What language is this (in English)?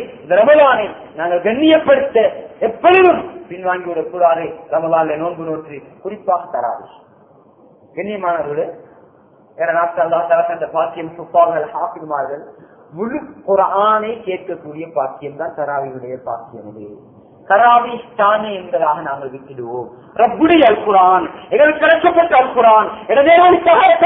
Tamil